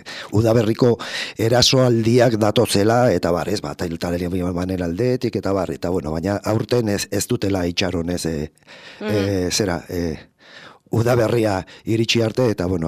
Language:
Basque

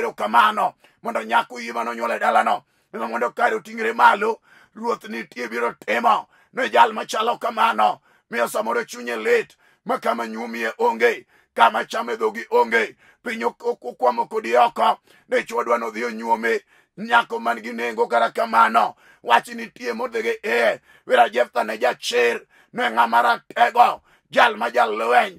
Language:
Luo (Kenya and Tanzania)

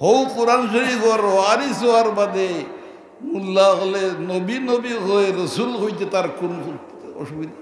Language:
Sylheti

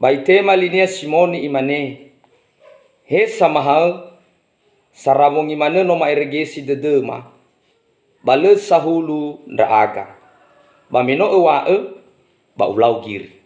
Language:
Nias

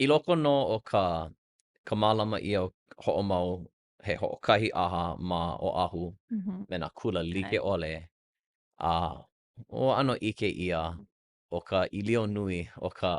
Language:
Hawaiian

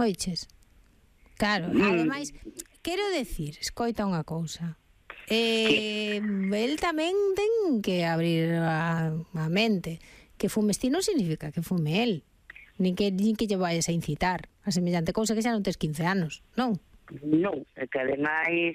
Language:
Galician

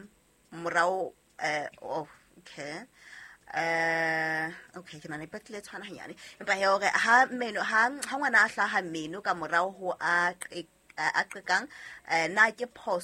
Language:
Southern Sotho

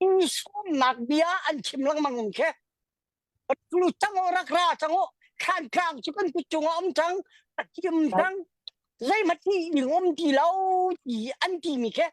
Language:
Hakha Chin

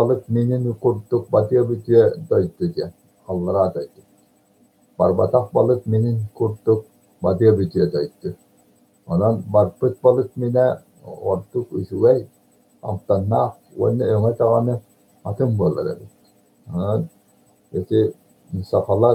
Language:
Yakut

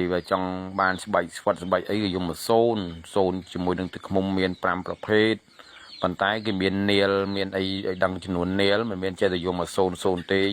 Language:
Khmer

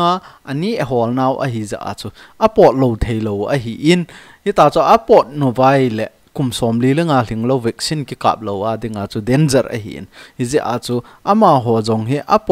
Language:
Thado Chin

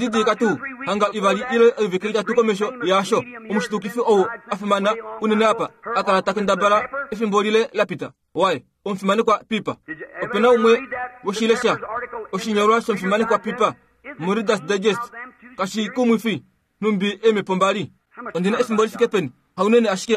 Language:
Kuanyama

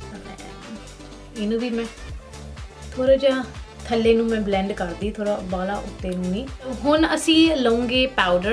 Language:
Punjabi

